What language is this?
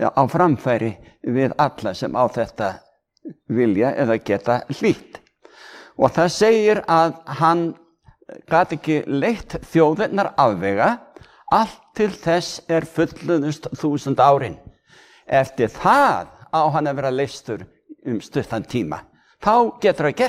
Icelandic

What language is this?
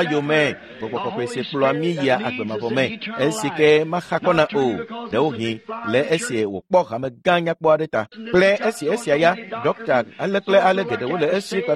Ewe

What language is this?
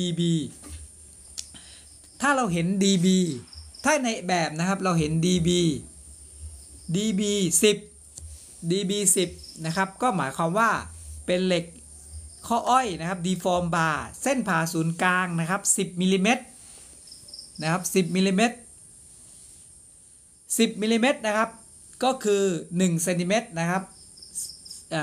Thai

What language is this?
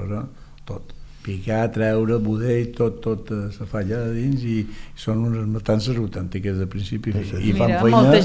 Catalan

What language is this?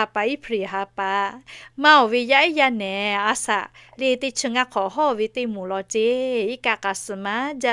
Lahu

